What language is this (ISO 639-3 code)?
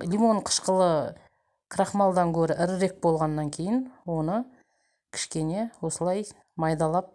kaz